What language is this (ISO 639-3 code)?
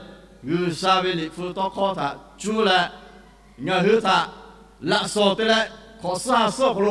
lhu